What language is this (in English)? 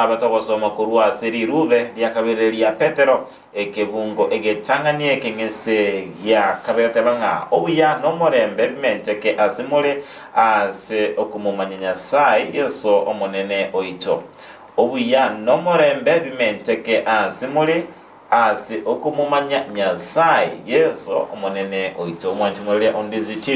Gusii